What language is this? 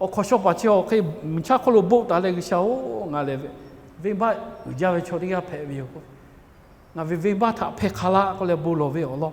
Lahu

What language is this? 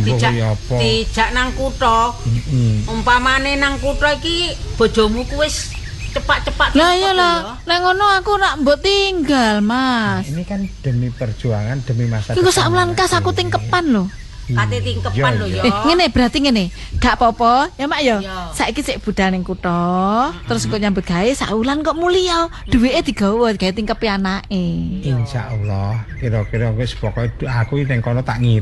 Javanese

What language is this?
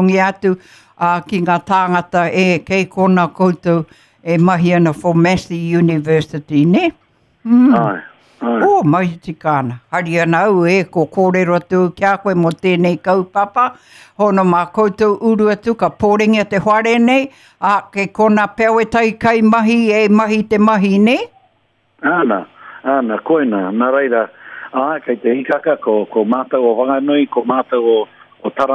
Māori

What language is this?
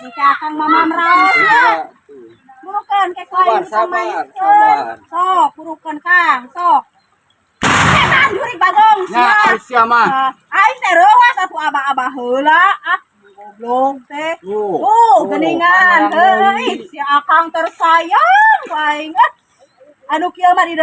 Sundanese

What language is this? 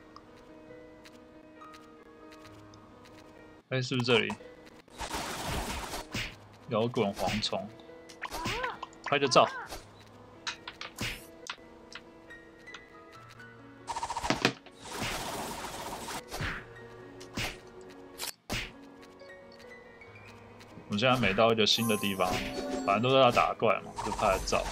Chinese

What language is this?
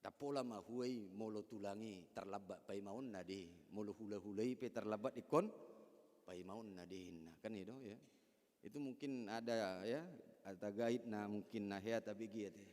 Batak Toba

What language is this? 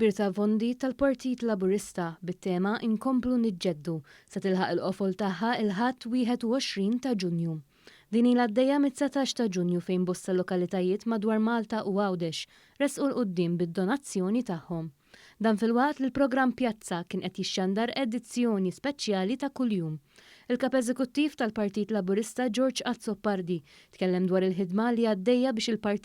Maltese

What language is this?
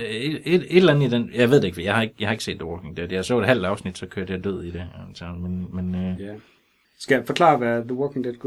Danish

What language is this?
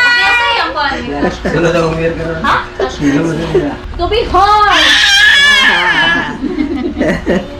Cebuano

